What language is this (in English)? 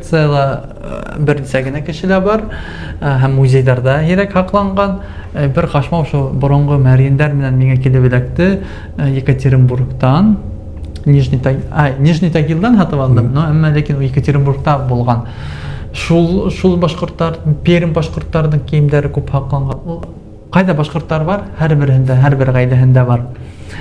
Bashkir